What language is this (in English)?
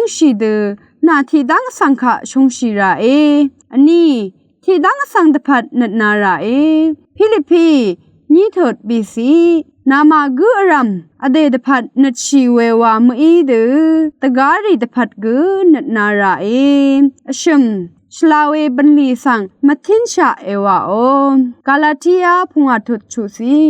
Rawang